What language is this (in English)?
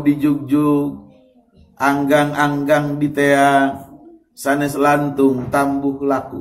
Sundanese